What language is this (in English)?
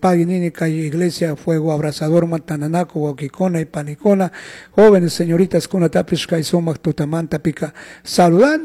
Chimborazo Highland Quichua